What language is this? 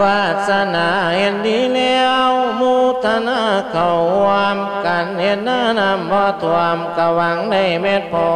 Lao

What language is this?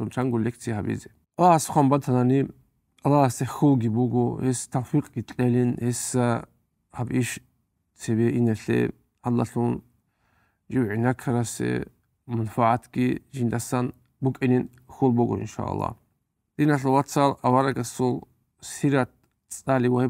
Avaric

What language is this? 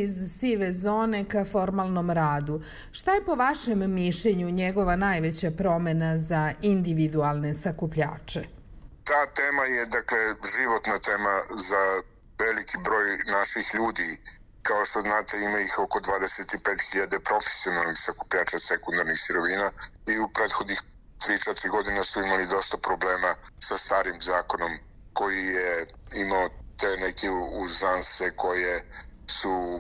Serbian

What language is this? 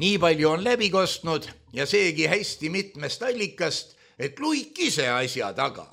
Estonian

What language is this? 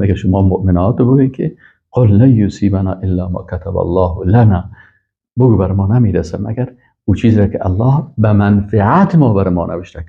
Persian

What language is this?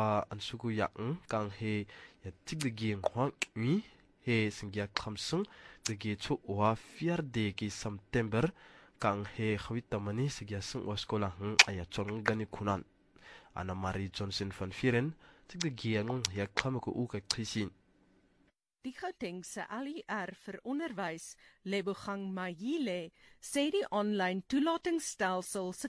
Afrikaans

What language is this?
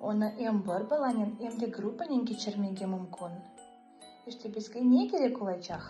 Crimean Tatar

